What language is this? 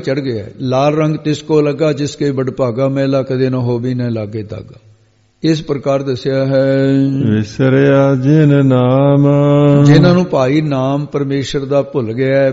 Punjabi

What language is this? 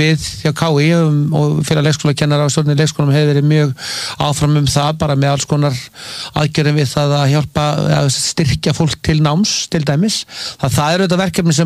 Icelandic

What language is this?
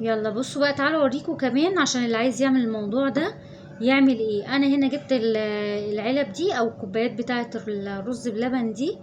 Egyptian Arabic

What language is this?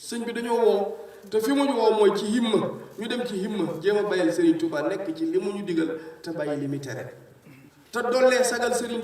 Wolof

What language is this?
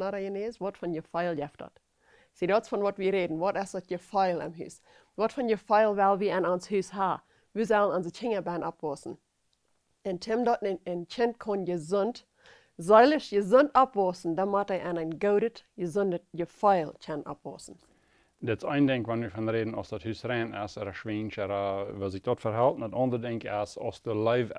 Plautdietsch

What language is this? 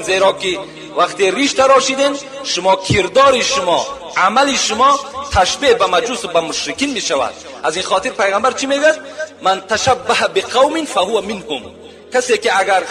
Tajik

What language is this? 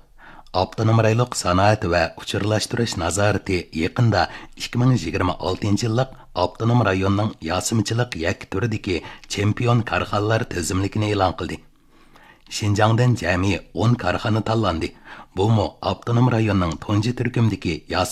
Uyghur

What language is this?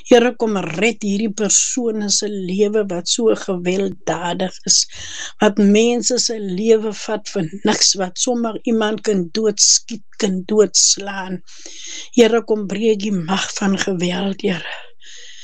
Afrikaans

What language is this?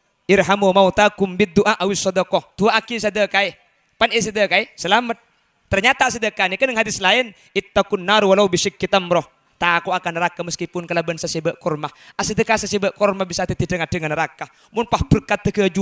Madurese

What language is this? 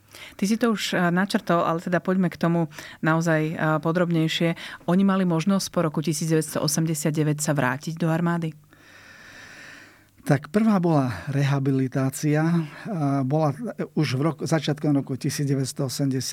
Slovak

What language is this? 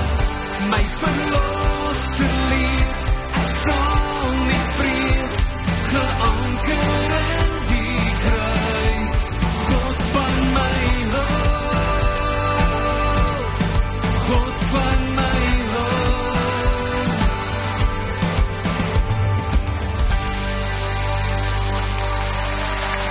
Afrikaans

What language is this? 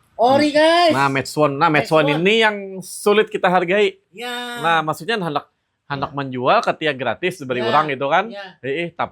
Banjar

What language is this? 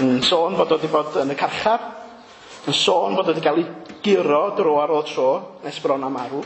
Welsh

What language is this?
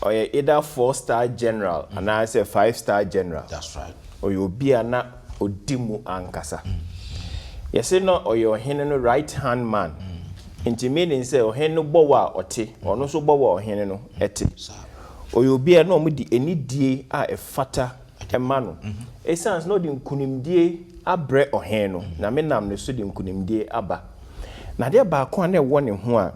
Akan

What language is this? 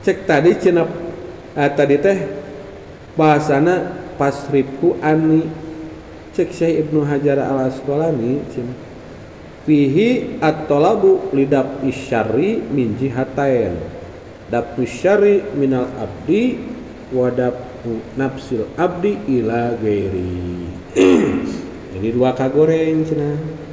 Sundanese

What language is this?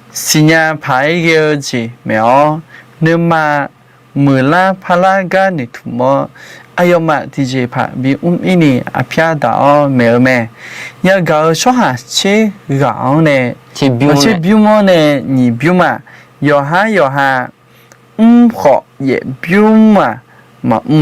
Akha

